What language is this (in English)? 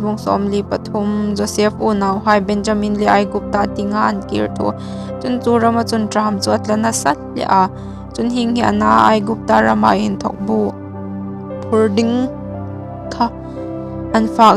Hmar